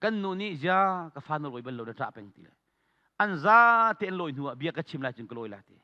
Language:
Hakha Chin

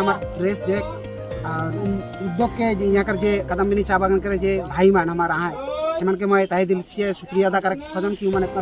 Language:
Sadri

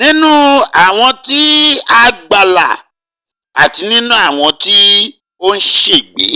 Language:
Yoruba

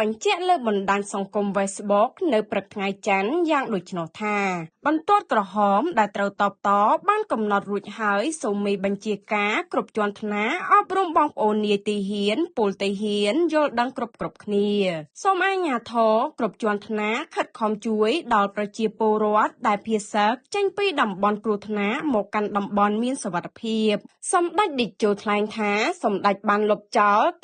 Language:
Khmer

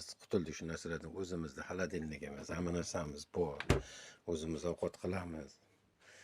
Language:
Uzbek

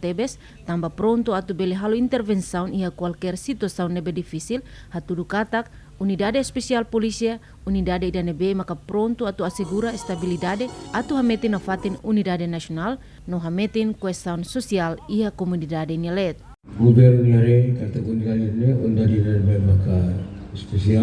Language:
Tetum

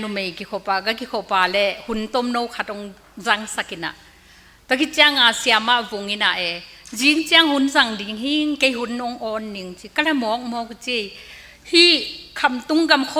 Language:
Tedim Chin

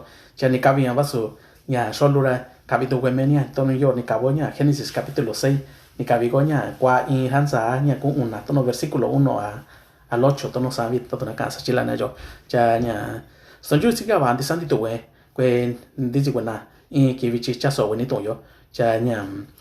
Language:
Mixtepec Mixtec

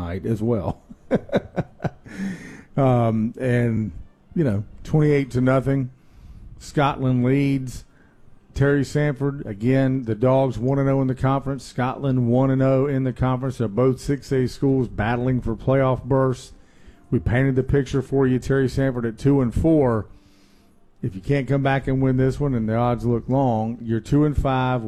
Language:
English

